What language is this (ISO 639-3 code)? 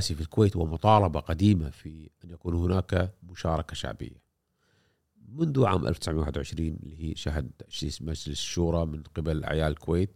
afb